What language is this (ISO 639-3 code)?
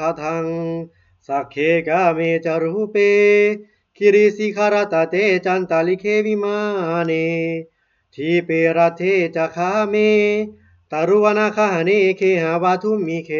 pli